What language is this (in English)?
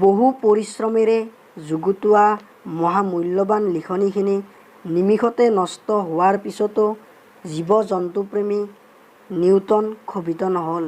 Assamese